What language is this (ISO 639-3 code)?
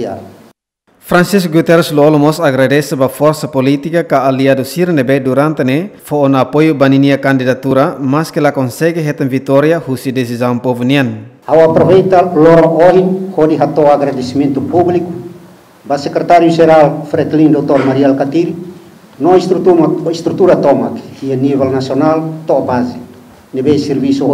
tet